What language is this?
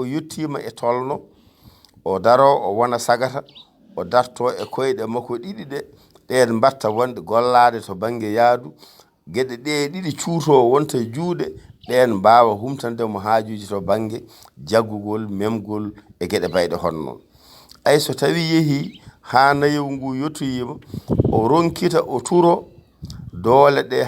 Fula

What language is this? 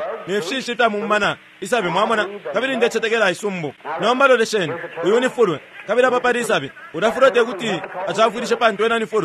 Bemba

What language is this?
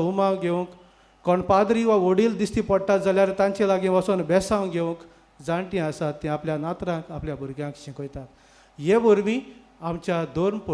Konkani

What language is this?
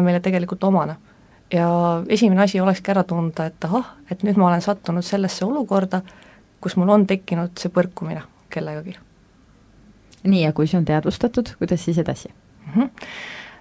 Estonian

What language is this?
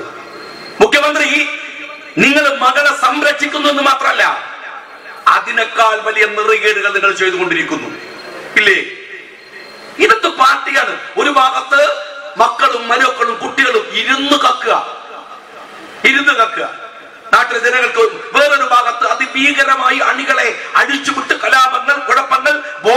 Malayalam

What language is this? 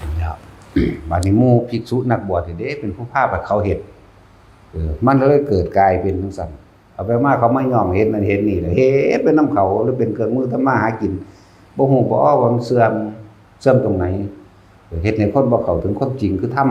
Northeastern Thai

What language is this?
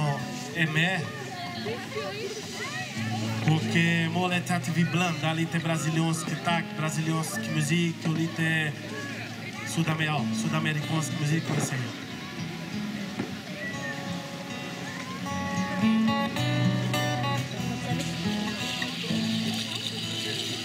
Swedish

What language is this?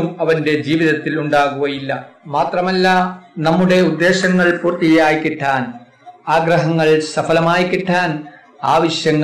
Malayalam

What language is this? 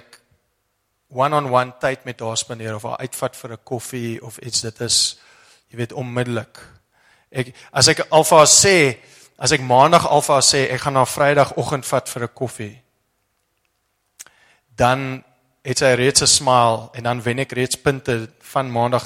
Afrikaans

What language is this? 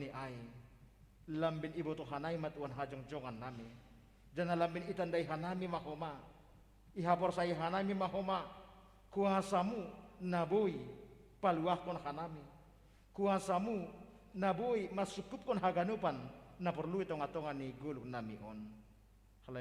Batak Simalungun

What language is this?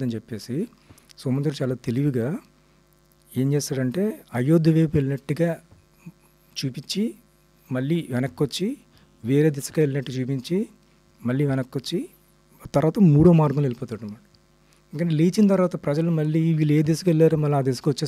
Telugu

